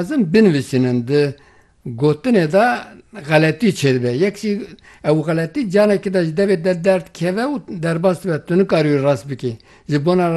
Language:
Kurdish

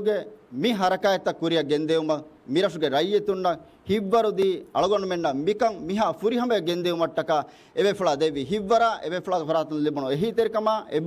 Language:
Divehi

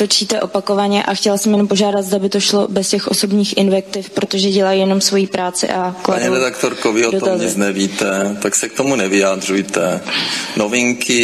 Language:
Czech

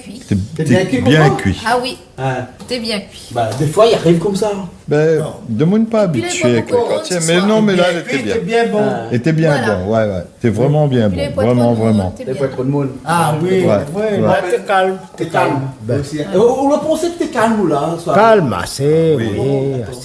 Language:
Réunion Creole French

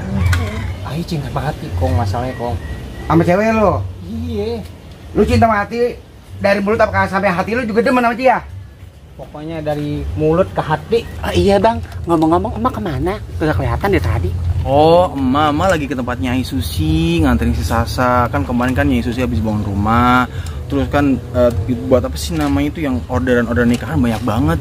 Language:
Betawi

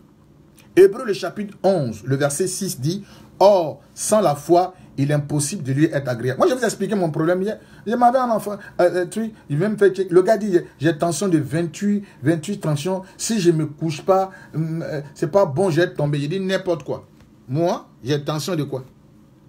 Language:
French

